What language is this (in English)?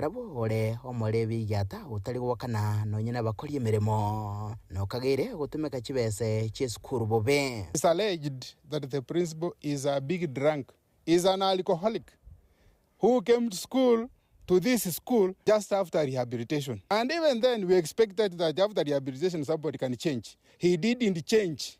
Gusii